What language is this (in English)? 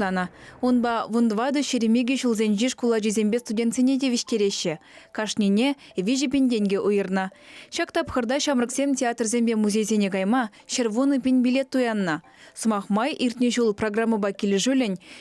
Chuvash